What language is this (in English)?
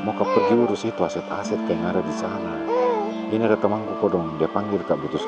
Makassar Malay